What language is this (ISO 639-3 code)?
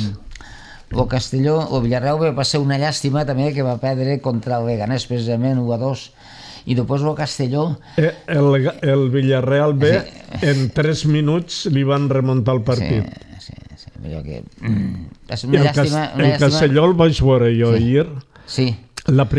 cat